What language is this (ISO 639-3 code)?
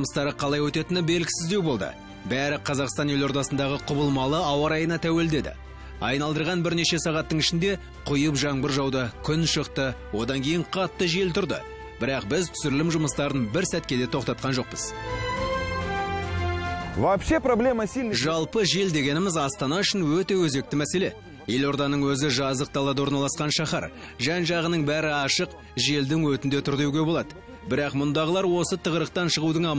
kaz